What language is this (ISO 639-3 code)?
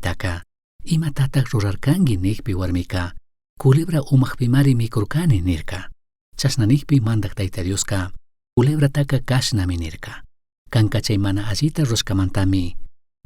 qug